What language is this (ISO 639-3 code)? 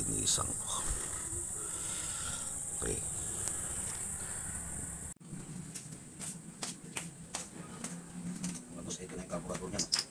fil